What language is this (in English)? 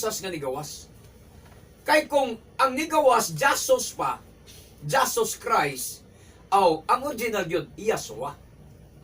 Cebuano